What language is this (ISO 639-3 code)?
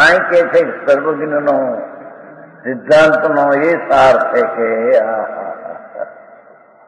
guj